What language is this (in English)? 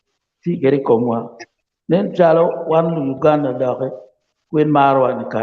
Acoli